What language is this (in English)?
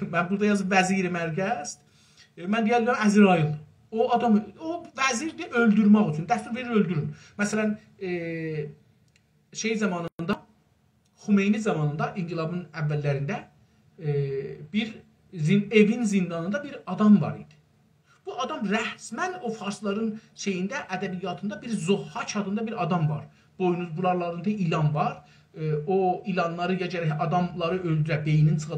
South Azerbaijani